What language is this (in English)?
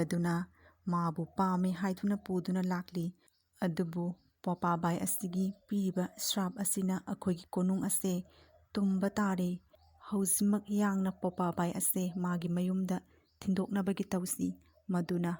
Manipuri